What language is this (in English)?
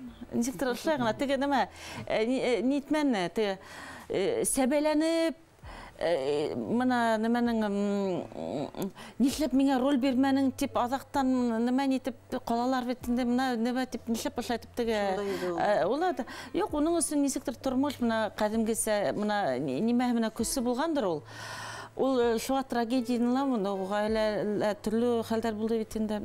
Bashkir